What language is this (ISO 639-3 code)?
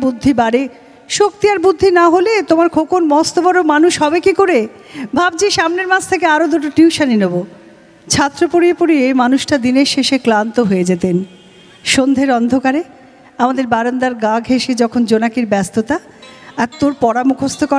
ben